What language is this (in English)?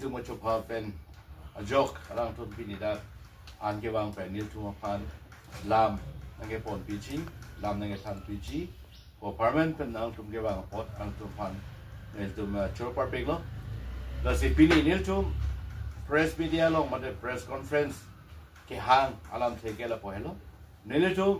Karbi